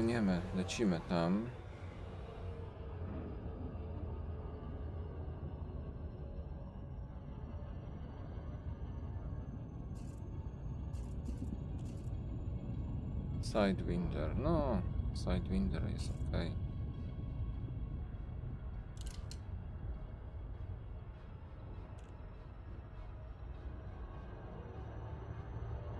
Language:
Polish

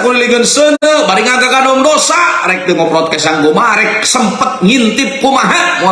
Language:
Sundanese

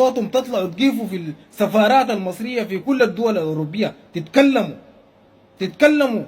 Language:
Egyptian Arabic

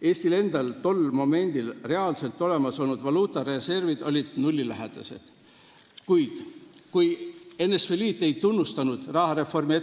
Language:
Estonian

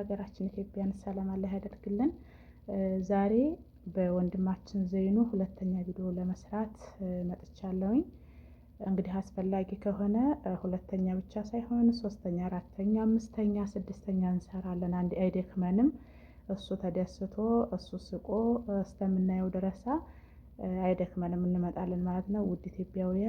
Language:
Amharic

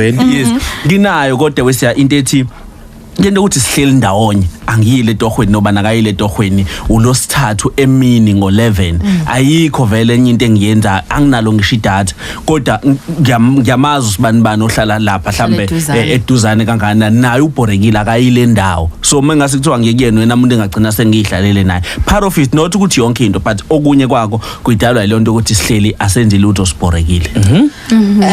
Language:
Zulu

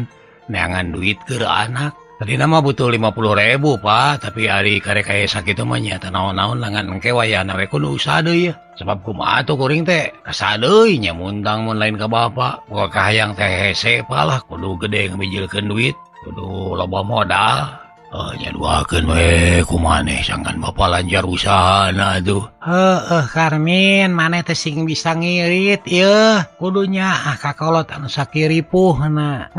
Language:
Sundanese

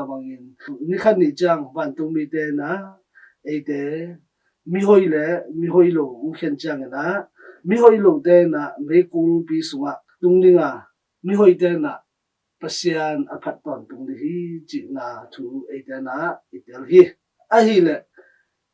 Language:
Tedim Chin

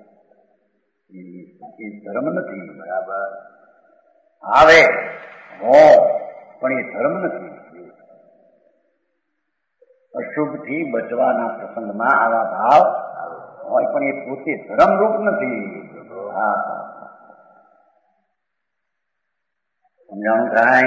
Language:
Gujarati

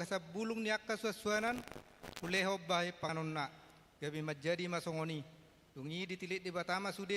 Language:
Batak Toba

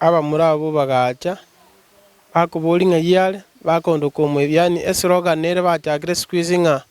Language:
Gusii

